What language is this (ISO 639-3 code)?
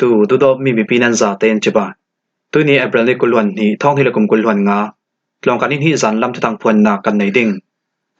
cfm